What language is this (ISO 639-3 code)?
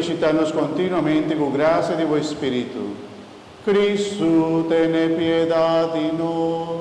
pap